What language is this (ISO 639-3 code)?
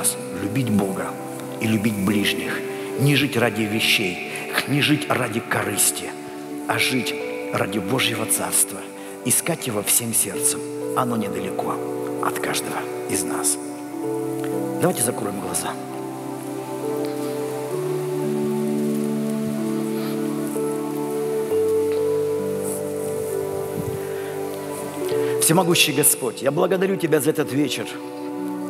rus